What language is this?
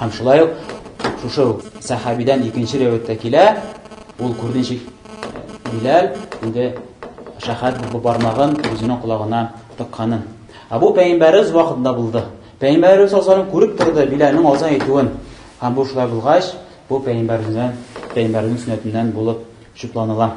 Tatar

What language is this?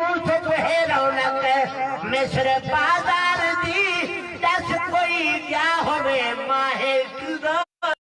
Saraiki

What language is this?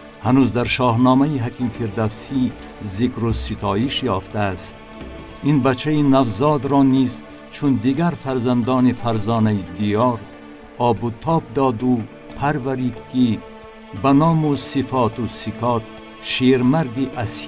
Tajik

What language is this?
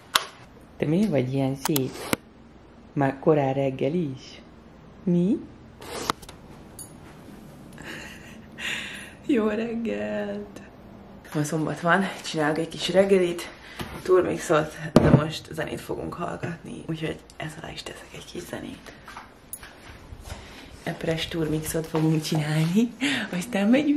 Hungarian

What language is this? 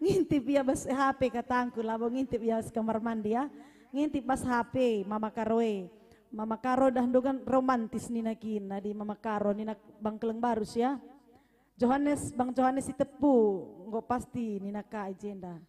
Batak Karo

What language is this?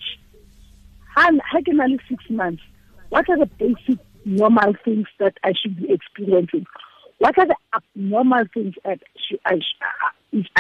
Tswana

